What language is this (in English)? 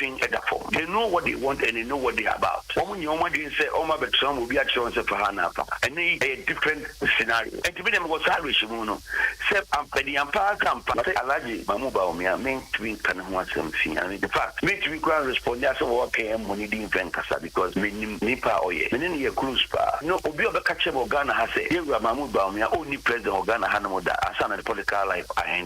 Akan